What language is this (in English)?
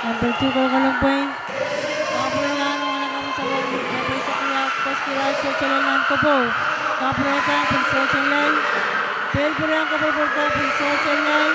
Pohnpeian